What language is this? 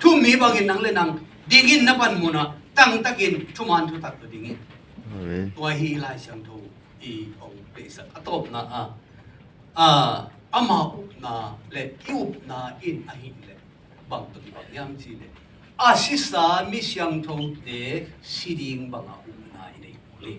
Tedim Chin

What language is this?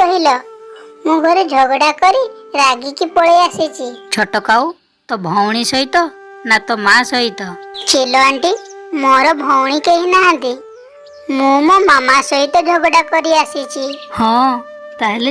Odia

